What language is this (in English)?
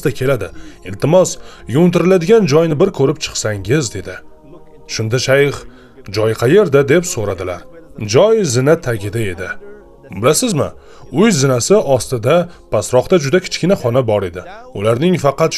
Uzbek